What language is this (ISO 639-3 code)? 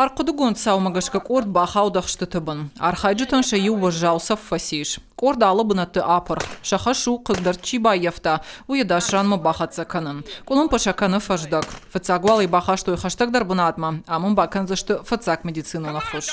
oss